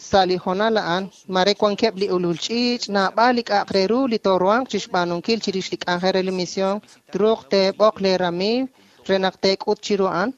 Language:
Kekchí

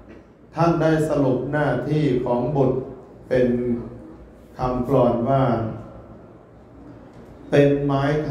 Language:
Thai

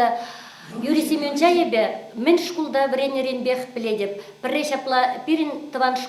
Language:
Chuvash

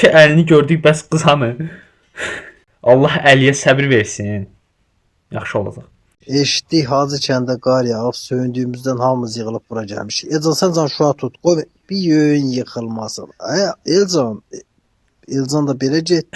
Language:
Azerbaijani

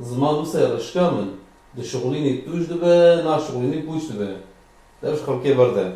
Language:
Kurdish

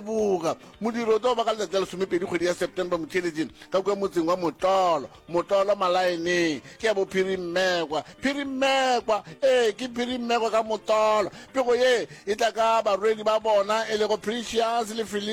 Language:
Northern Sotho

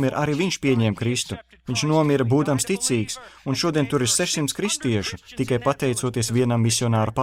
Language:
Latvian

